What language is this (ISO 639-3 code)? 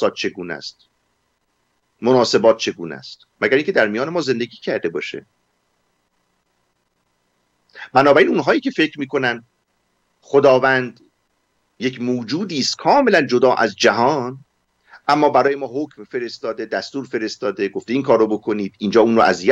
fas